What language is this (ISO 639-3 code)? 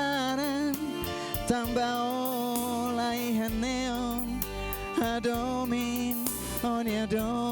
tet